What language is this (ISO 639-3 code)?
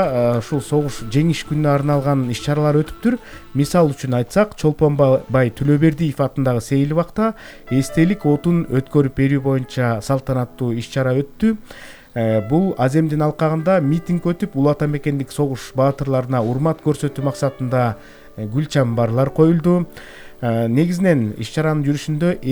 kir